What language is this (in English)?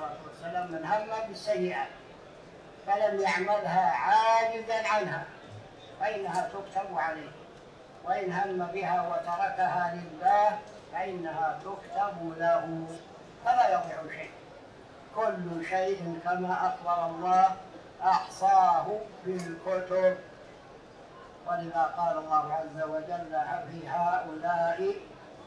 Arabic